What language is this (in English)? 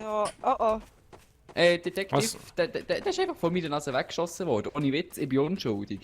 Swiss German